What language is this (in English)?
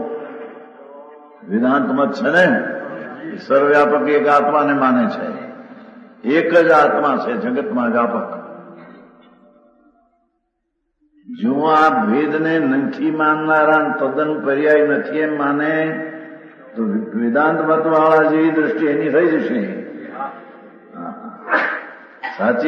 Gujarati